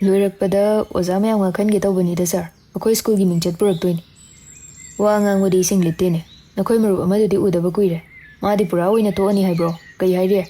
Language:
Manipuri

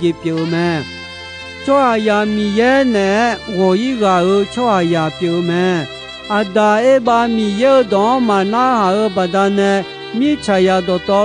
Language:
Akha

